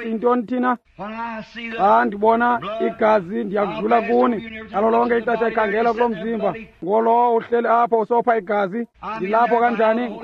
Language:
Xhosa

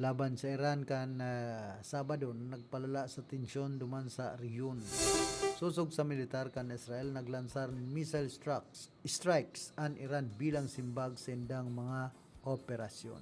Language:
Bikol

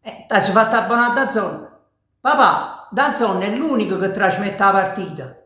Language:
Neapolitan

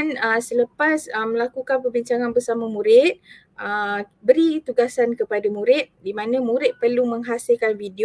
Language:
Malay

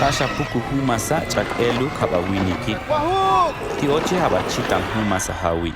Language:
Tojolabal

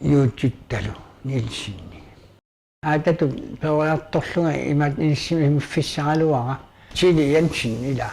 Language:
Kalaallisut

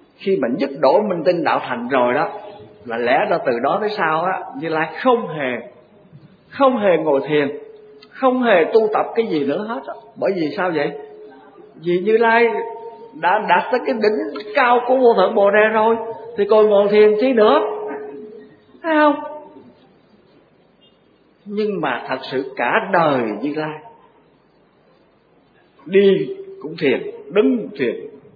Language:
Vietnamese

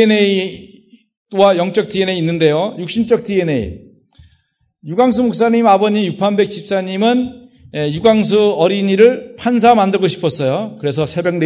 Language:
Korean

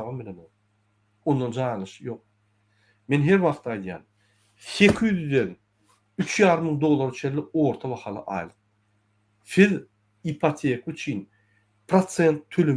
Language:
Turkmen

